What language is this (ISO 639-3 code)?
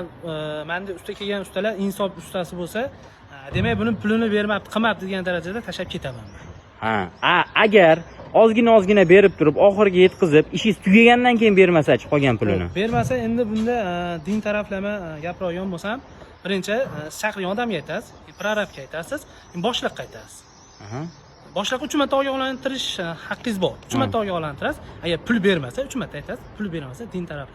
uzb